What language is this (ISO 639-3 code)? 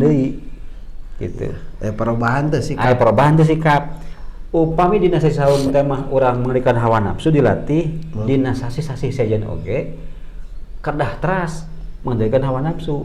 sun